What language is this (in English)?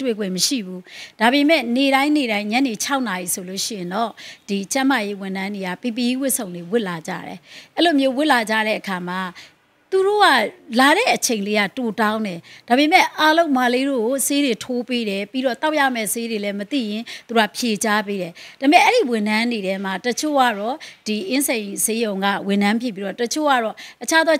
Burmese